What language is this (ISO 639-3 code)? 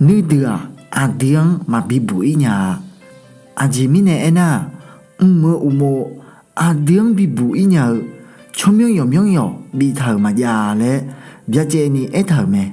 ahk